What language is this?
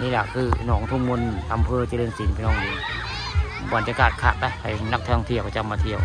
Northeastern Thai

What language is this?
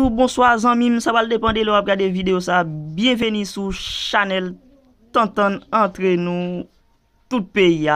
Haitian Creole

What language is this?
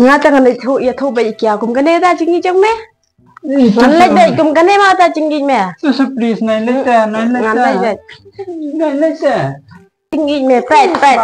Khasi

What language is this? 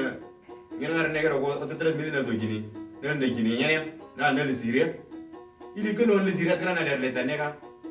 Moro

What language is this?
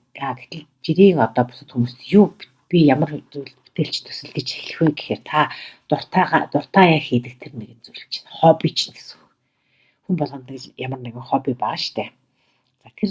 Mongolian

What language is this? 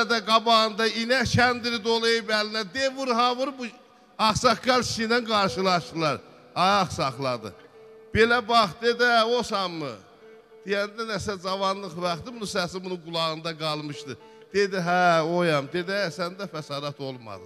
South Azerbaijani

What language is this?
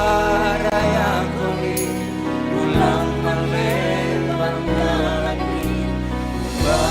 Batak Simalungun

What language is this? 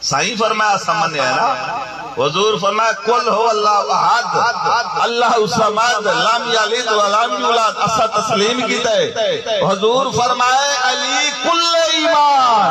Saraiki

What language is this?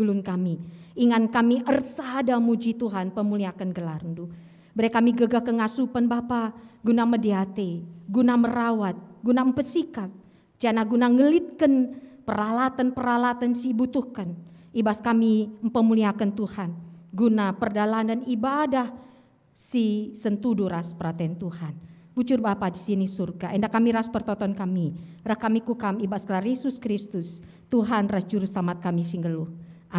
Batak Karo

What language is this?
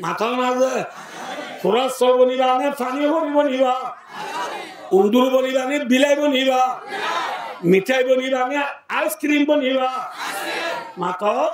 Rohingya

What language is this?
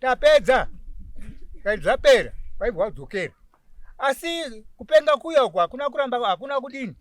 Shona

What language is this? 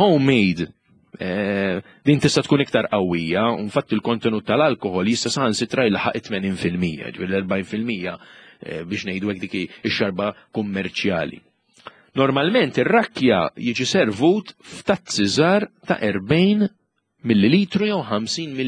Maltese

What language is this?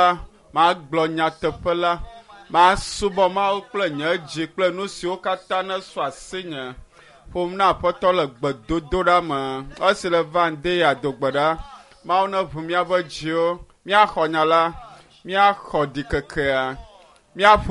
Ewe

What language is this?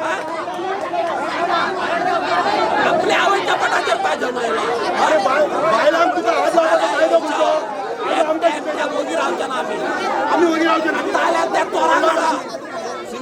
Konkani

